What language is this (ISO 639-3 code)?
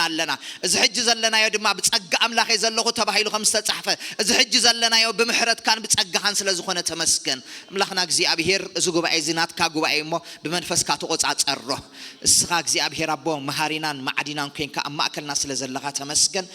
tir